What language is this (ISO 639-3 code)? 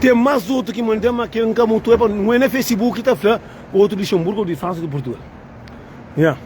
kea